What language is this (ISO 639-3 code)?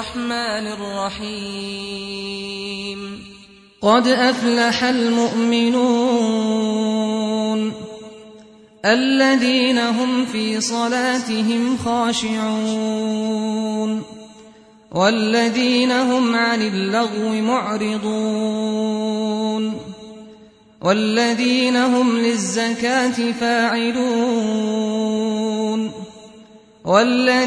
ara